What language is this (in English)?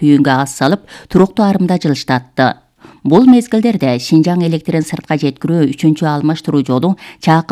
Kyrgyz